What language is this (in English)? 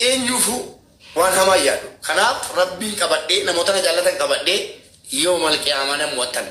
Oromo